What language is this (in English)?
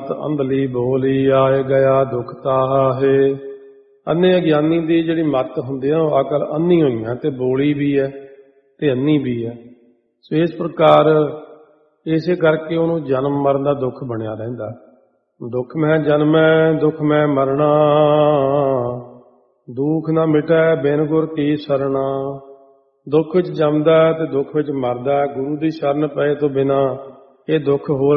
Punjabi